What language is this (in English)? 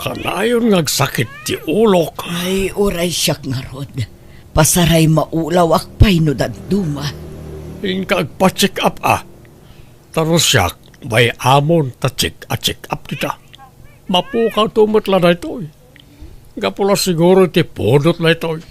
Iloko